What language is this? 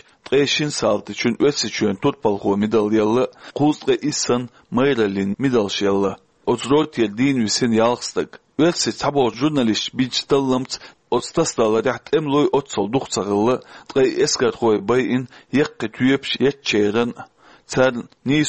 Chechen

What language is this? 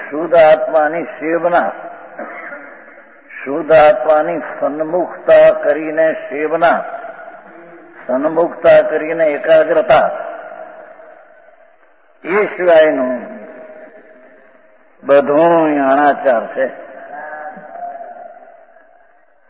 Gujarati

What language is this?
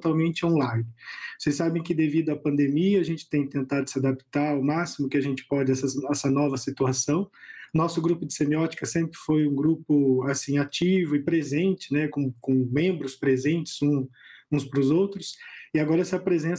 Portuguese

